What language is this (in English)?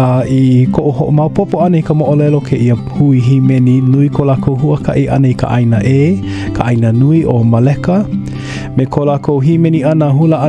Hawaiian